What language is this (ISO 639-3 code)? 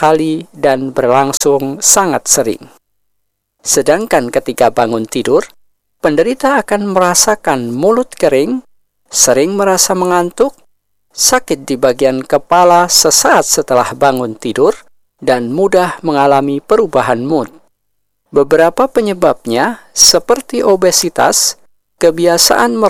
ind